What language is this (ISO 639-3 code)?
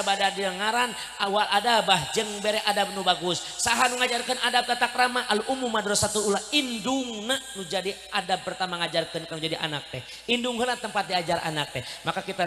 sun